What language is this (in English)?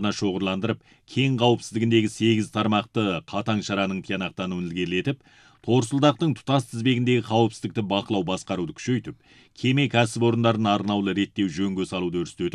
Kazakh